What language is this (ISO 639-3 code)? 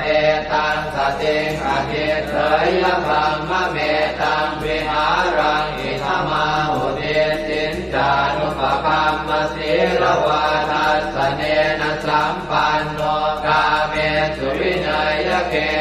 pli